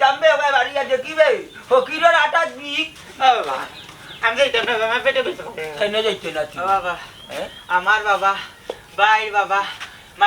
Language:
Sylheti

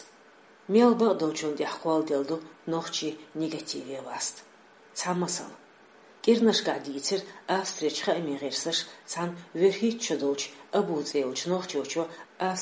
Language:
Chechen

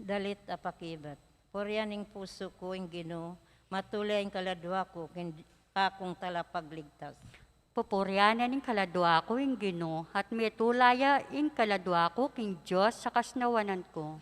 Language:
Pampanga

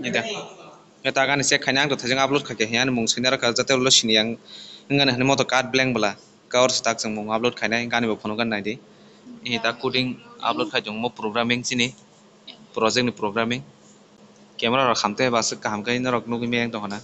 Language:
Kok Borok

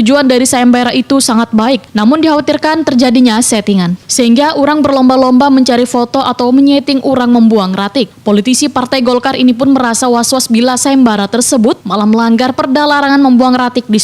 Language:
Banjar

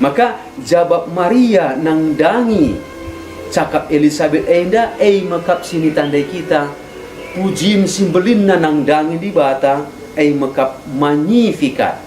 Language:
Batak Karo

